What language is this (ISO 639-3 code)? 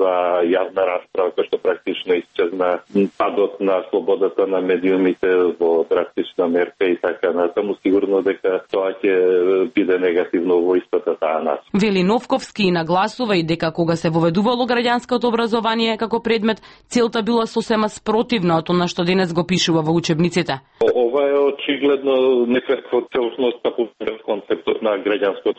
mkd